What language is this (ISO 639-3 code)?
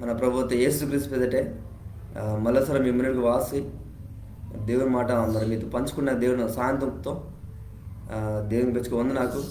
kff